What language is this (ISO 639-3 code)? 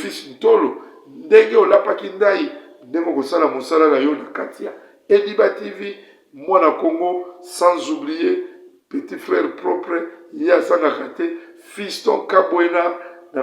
lin